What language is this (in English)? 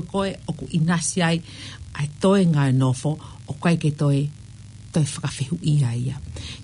Tongan